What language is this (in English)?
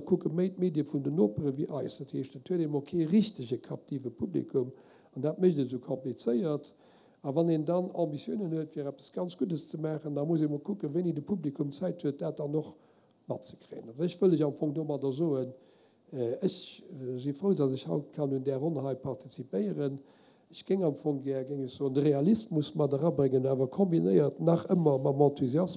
Luxembourgish